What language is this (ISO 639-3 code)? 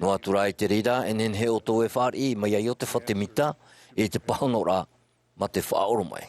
tah